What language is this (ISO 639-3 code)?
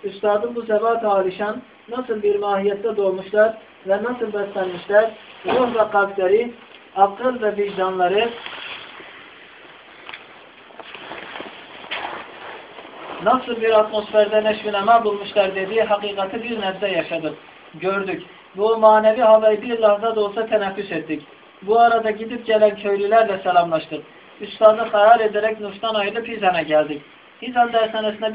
tur